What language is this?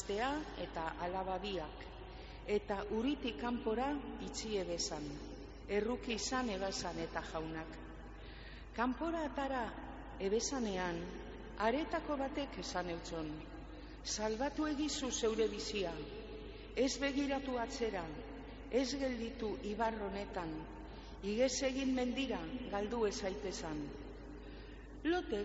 Basque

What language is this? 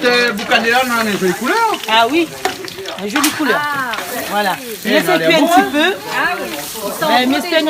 Réunion Creole French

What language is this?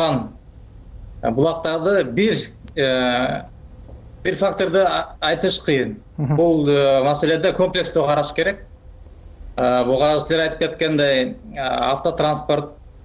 Kyrgyz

